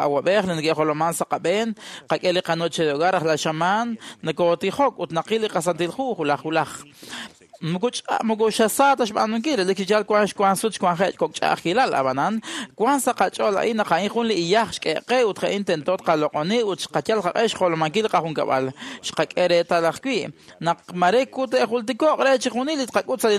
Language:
Kekchí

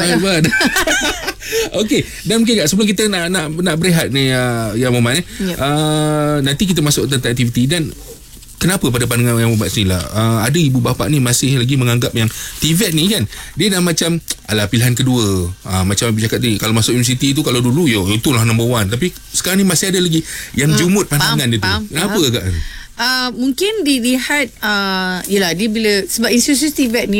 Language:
Malay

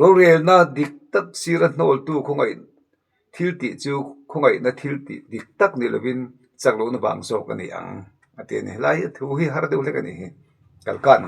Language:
Mizo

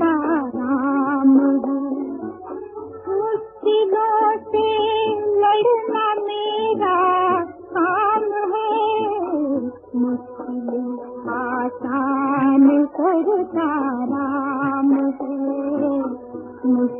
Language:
Hindi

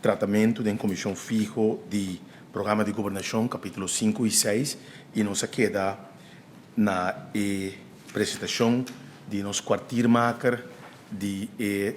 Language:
Papiamento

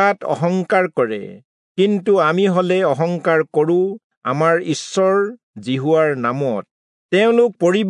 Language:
Assamese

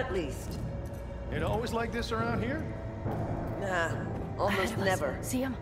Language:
English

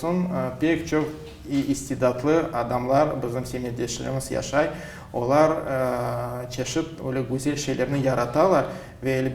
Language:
Crimean Tatar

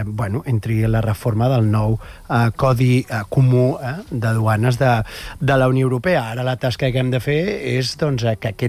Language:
Catalan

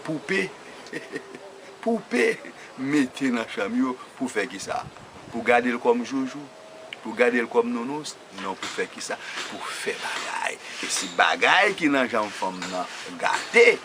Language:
Haitian Creole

